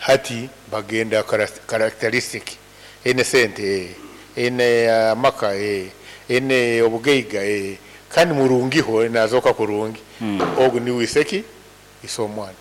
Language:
Nyankole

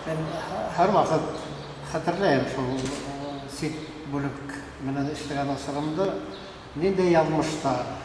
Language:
Bashkir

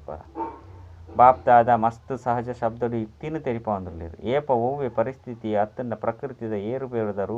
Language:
Tulu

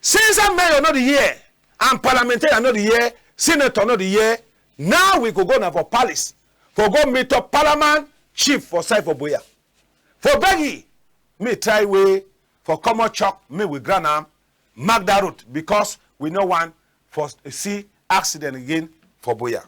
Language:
Cameroon Pidgin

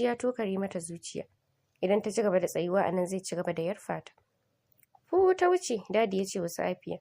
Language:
Hausa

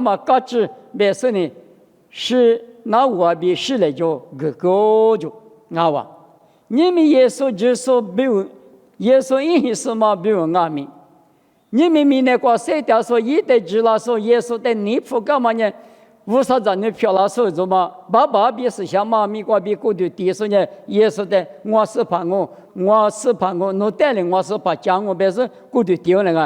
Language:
Lisu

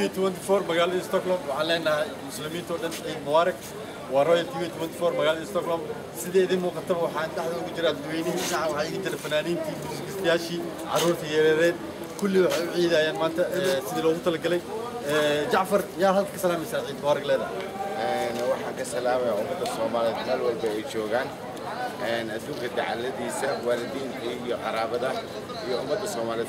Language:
Somali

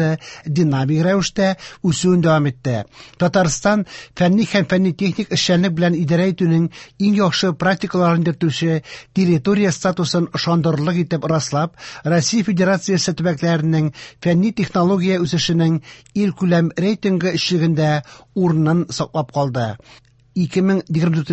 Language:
Tatar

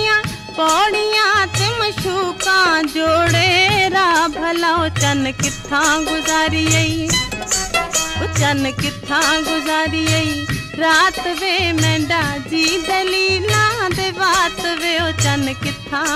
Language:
Punjabi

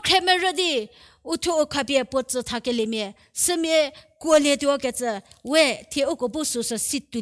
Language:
Angami Naga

